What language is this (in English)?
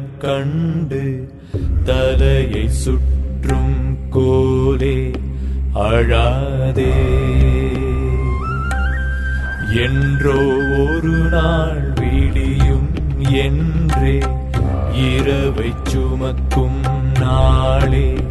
Tamil